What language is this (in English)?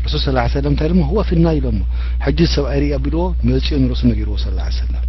Tigrinya